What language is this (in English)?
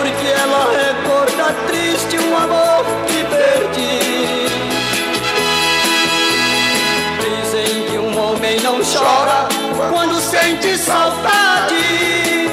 Portuguese